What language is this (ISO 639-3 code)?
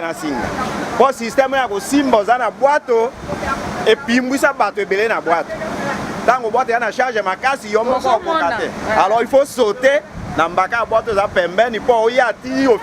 lin